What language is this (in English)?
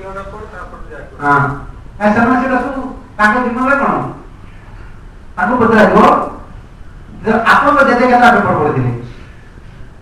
Odia